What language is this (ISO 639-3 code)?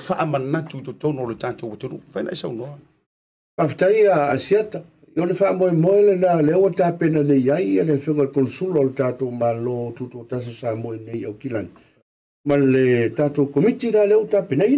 smo